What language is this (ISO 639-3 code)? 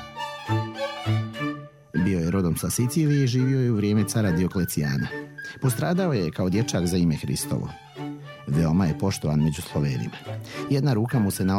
srp